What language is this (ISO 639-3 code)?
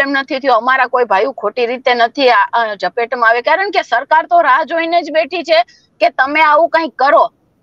guj